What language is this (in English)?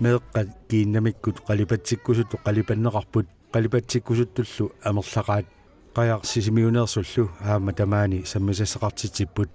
Kalaallisut